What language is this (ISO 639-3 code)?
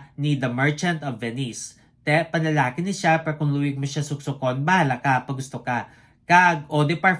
hil